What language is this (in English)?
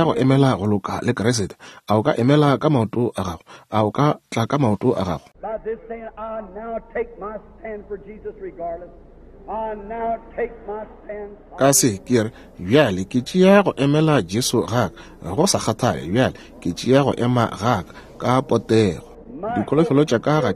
Northern Sotho